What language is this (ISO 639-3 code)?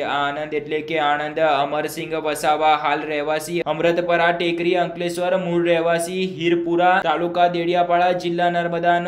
guj